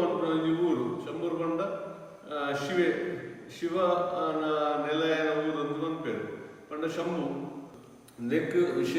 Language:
Tulu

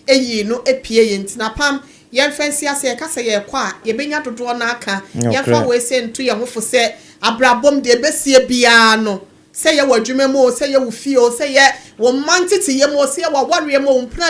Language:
Akan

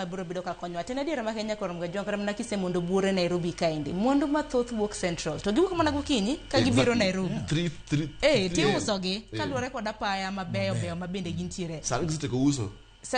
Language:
Luo (Kenya and Tanzania)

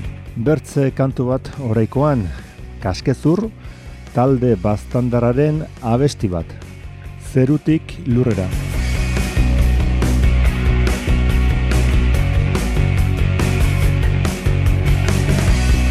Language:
Basque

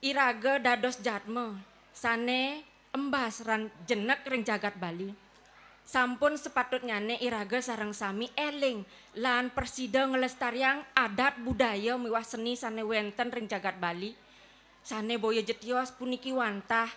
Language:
Balinese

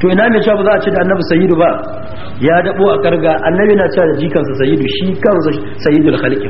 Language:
Hausa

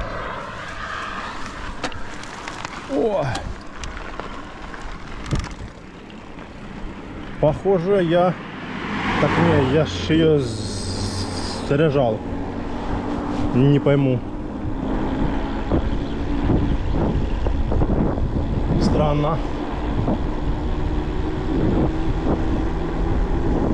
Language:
Russian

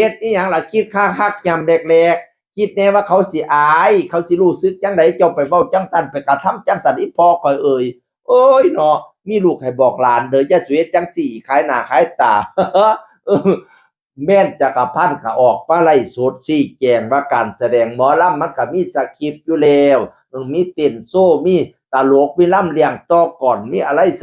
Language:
Northeastern Thai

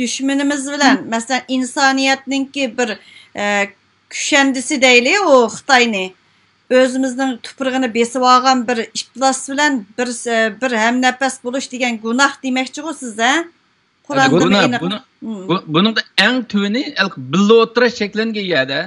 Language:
Uyghur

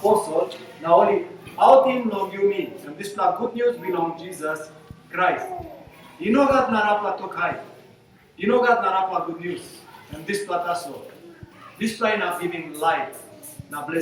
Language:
Tok Pisin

